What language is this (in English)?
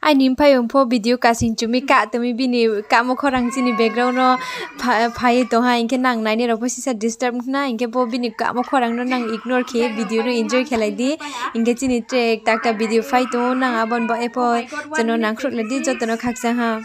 Riang (India)